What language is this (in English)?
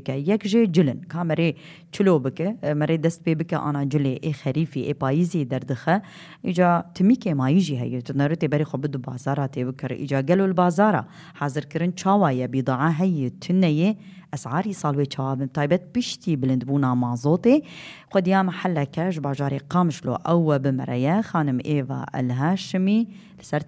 Kurdish